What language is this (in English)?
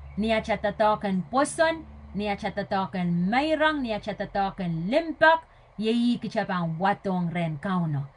Pohnpeian